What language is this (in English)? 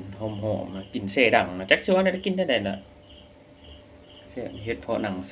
Lao